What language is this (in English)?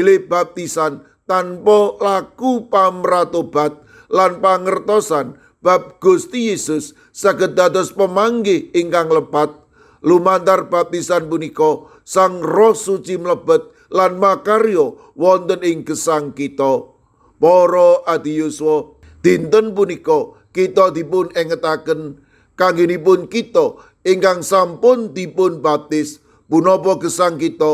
Javanese